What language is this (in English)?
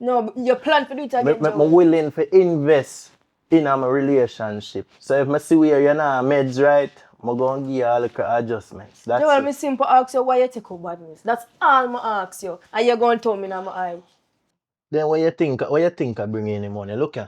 Jamaican Creole English